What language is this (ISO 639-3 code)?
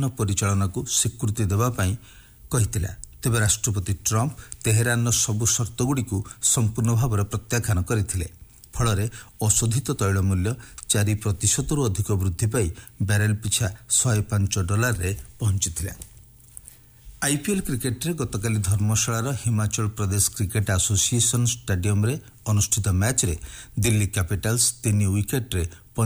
ori